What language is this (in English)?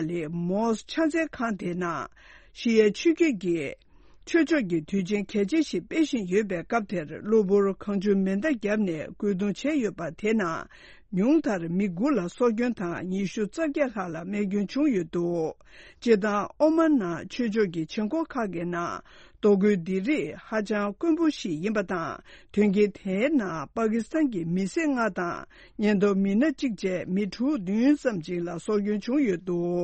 Tibetan